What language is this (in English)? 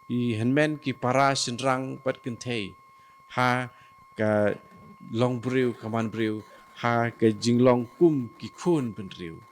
Khasi